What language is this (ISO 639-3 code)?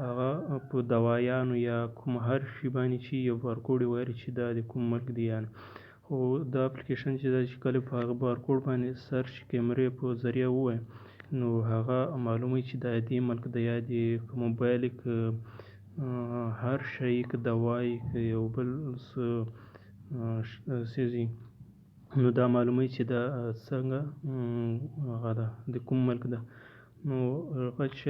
pus